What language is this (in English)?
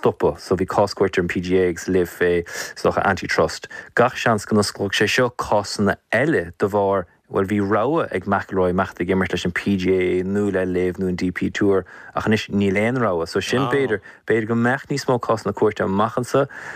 Irish